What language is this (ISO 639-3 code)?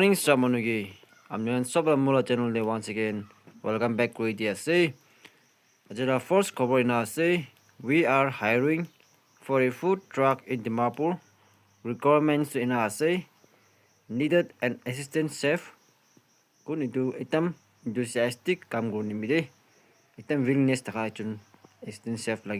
nag